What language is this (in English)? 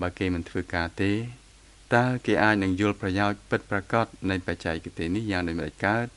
Khmer